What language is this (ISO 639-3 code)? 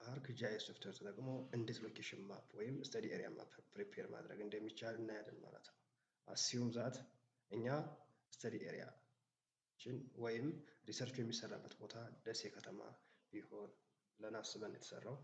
amh